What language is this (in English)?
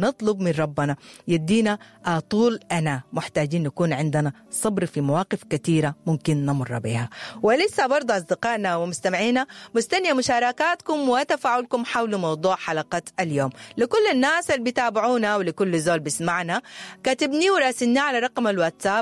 Sudanese Arabic